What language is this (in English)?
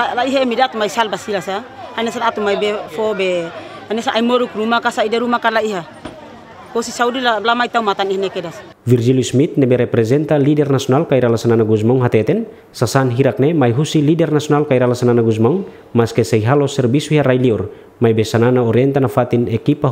Tetum